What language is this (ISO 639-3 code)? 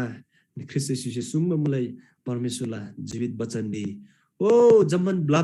taj